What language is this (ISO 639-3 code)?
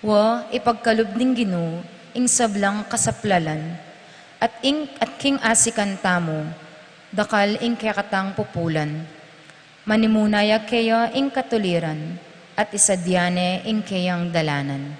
pam